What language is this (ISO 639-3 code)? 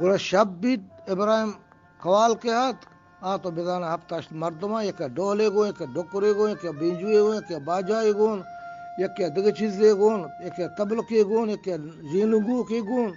bgp